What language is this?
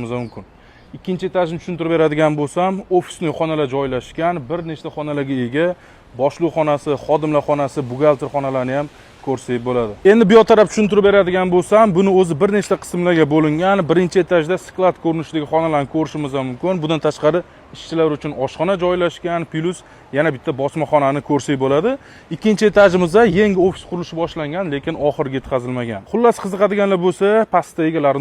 Uzbek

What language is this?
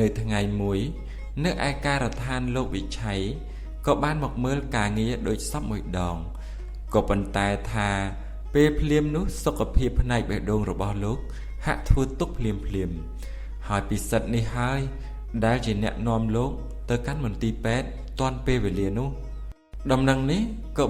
Khmer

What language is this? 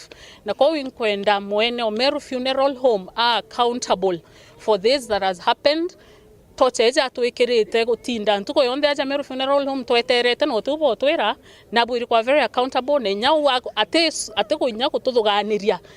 Meru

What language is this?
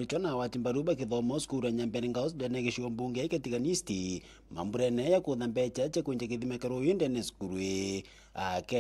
Meru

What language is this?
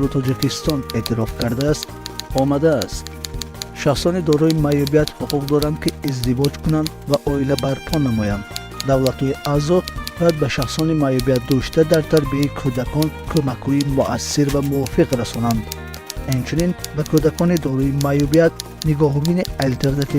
Tajik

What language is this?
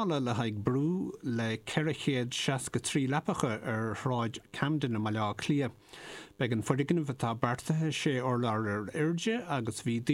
Irish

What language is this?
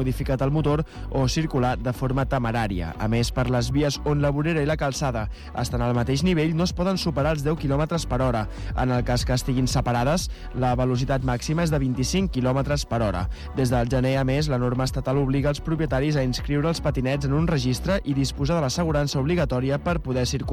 Catalan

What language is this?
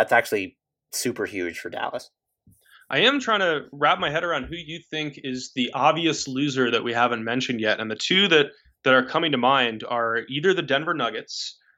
English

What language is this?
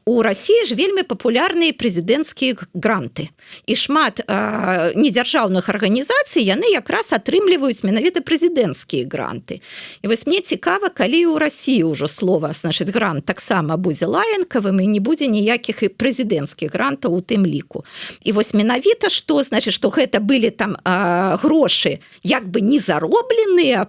Belarusian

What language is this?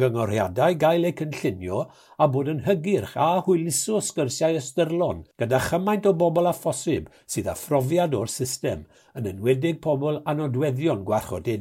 Welsh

